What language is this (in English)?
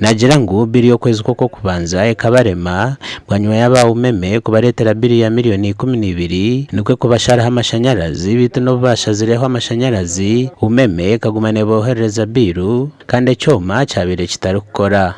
Nyankole